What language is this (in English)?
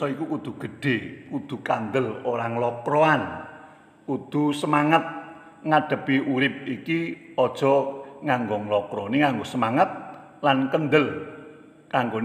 Javanese